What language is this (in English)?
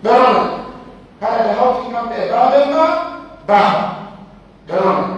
Pular